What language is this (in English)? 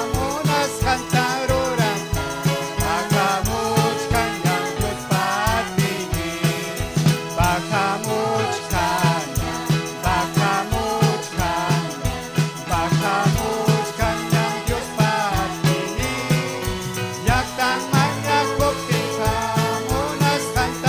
Ayacucho Quechua